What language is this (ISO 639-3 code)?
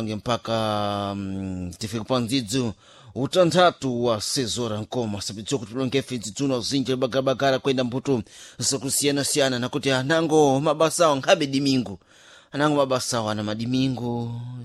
seh